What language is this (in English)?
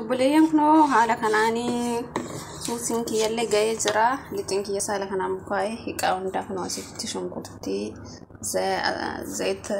Oromo